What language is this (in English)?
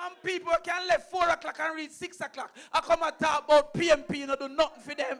Jamaican Creole English